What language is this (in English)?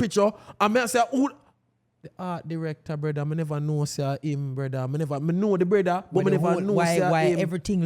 Jamaican Creole English